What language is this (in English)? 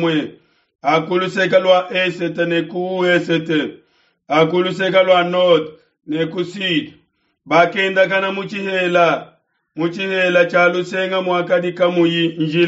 Luba-Lulua